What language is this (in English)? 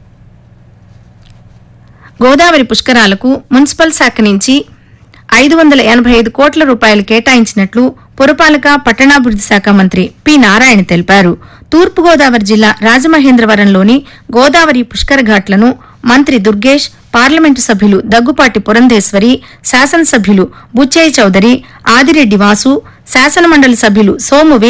Telugu